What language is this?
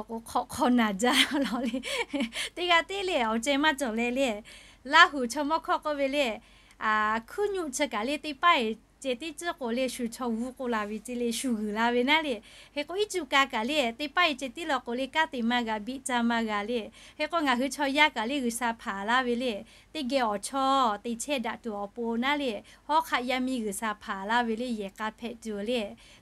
Lahu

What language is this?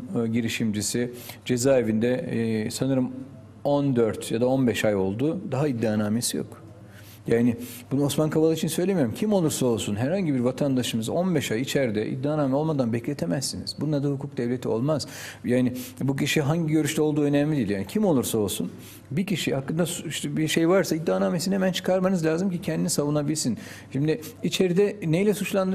Turkish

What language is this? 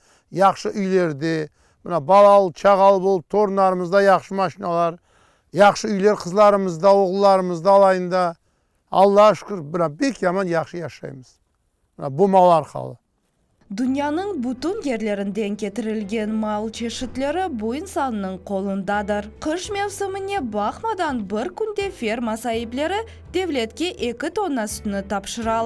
Crimean Tatar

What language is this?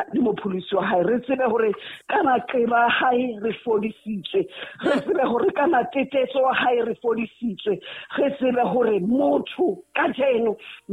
Southern Sotho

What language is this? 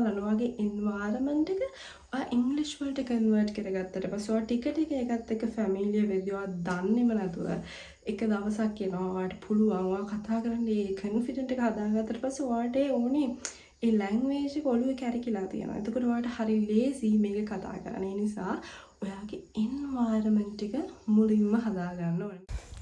Sinhala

